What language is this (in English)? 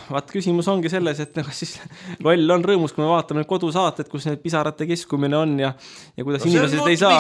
Estonian